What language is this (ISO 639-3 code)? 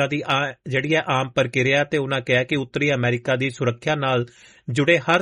pan